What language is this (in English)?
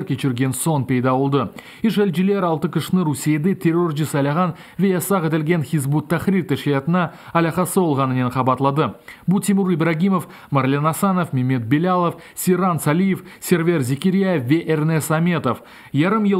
Crimean Tatar